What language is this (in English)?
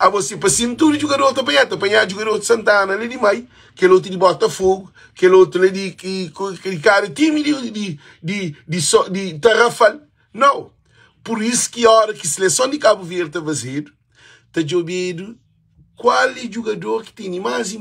Kabuverdianu